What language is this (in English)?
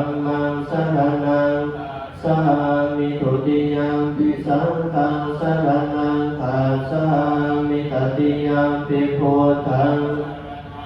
Pali